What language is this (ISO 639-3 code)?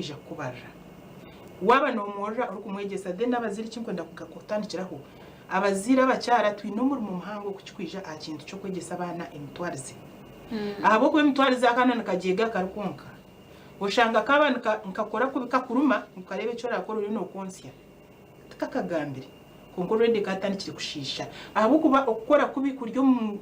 nyn